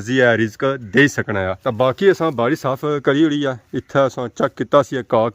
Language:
Pahari-Potwari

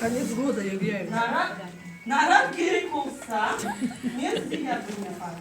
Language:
Crimean Tatar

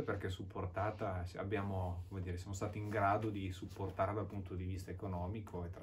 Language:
Italian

